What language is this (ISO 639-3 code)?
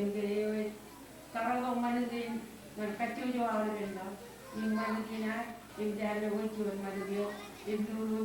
mah